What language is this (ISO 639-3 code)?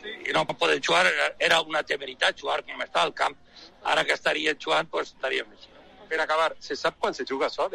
cat